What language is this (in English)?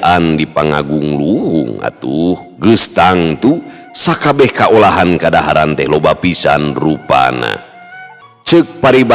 Sundanese